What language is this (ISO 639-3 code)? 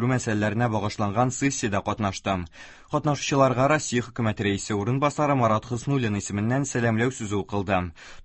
tat